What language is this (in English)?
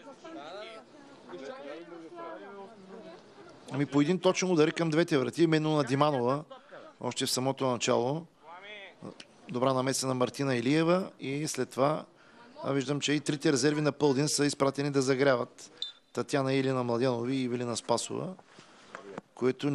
Bulgarian